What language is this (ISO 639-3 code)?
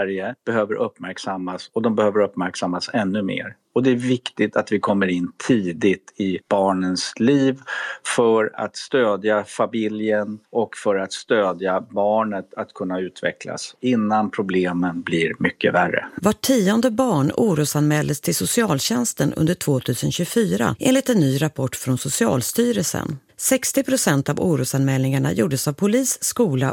swe